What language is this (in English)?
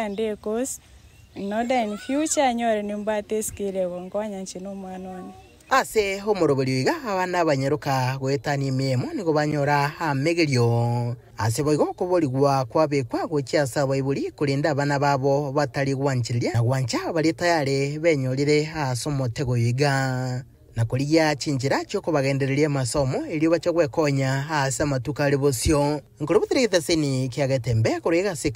Gusii